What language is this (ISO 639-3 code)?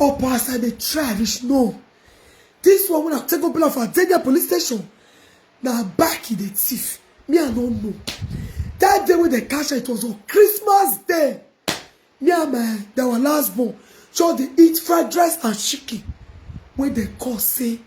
pcm